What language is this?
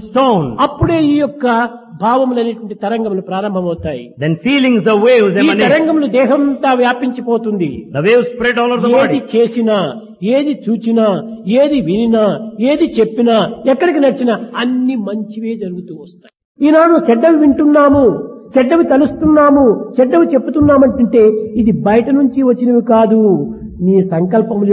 Telugu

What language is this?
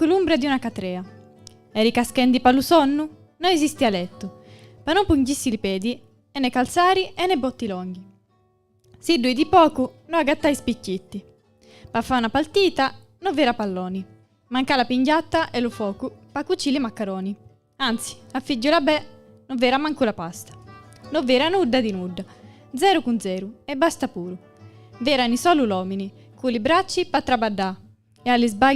Gallurese Sardinian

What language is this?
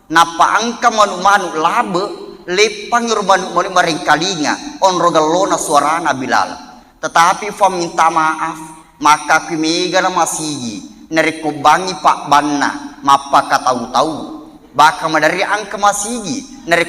Buginese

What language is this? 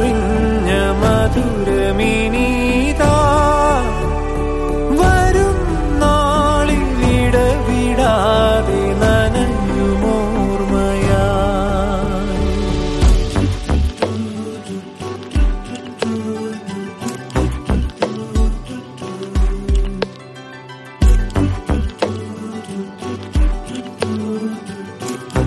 Malayalam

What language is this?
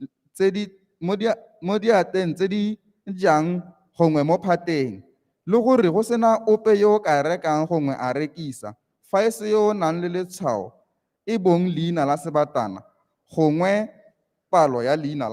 Tswana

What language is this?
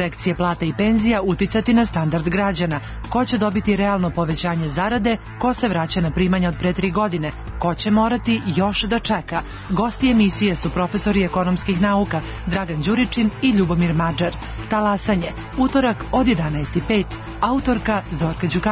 Serbian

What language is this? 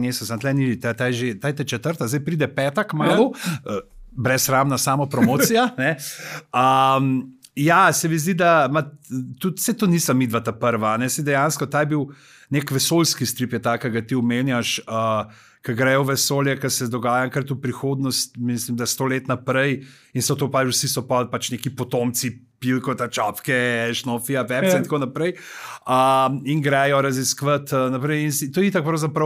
Slovenian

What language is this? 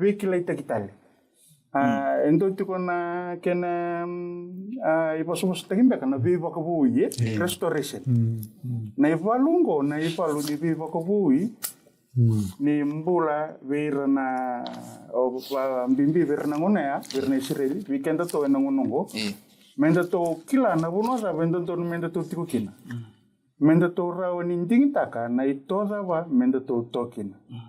Fijian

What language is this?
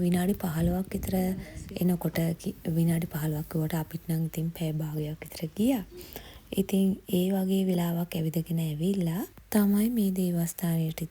Sinhala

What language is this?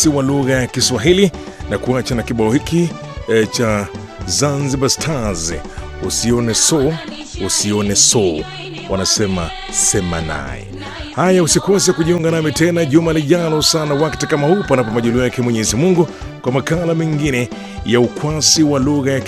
Swahili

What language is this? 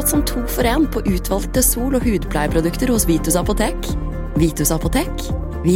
Norwegian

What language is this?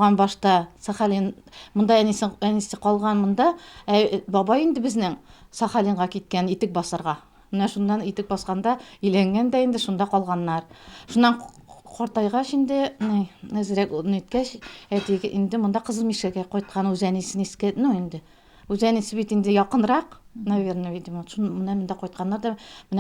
Tatar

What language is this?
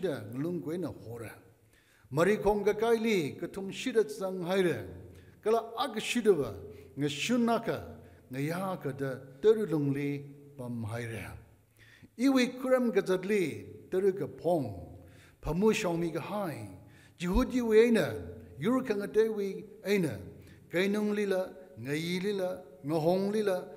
Tangkhul Naga (India)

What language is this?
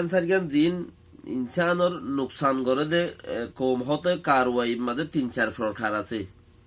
Rohingya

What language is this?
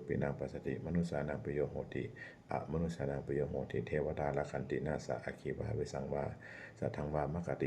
Pali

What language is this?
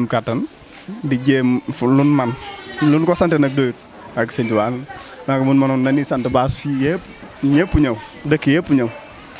Wolof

